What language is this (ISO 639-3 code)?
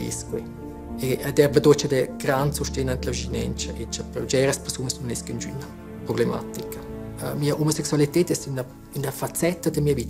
roh